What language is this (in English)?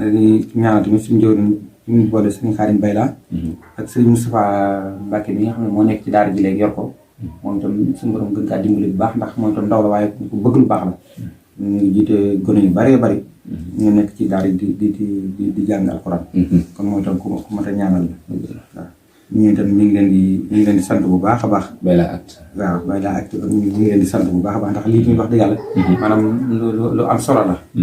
Wolof